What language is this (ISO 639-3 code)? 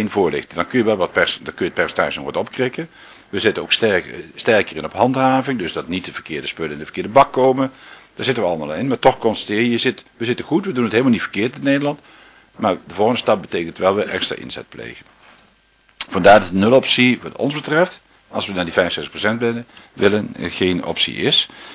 nld